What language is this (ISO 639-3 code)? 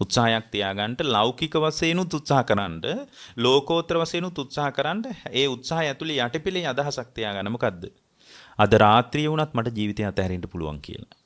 sin